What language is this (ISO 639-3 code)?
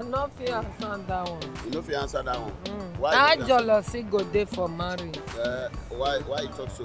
pcm